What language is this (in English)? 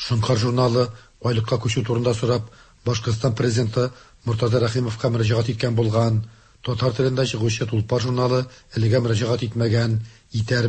Tatar